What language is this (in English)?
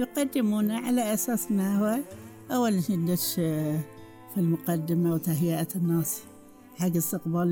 Gulf Arabic